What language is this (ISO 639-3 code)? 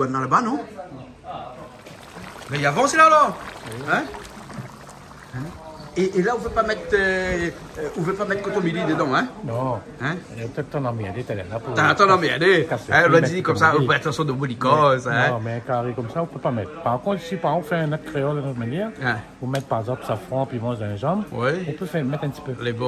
rcf